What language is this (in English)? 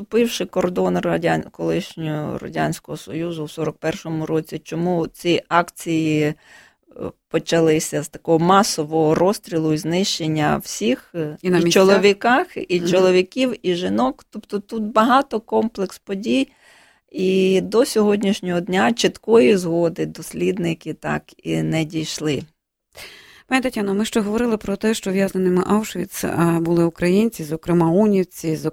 Ukrainian